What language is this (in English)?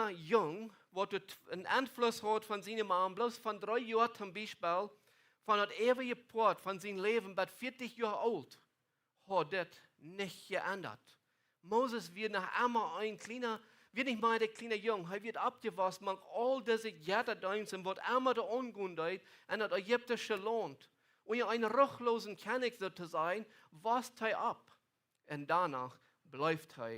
Plautdietsch